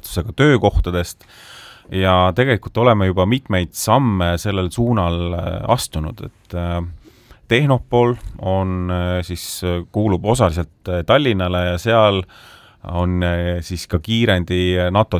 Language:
Estonian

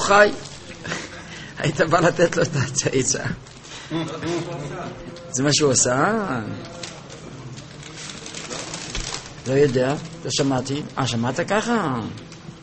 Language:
Hebrew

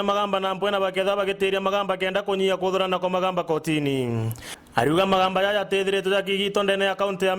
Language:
Meru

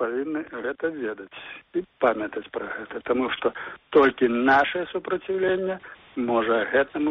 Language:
Belarusian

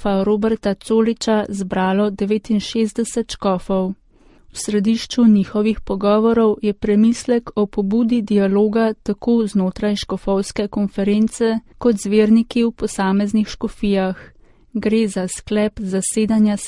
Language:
Slovenian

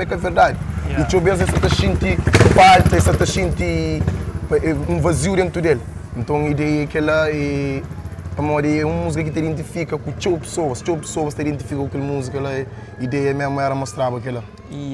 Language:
Kabuverdianu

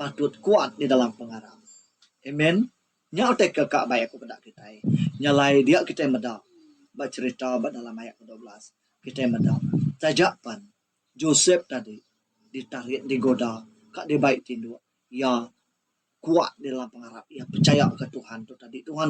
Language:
Iban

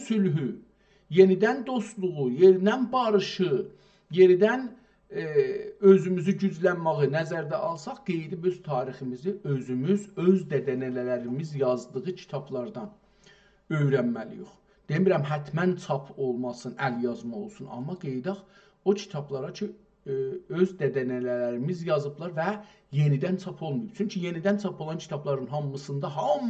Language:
South Azerbaijani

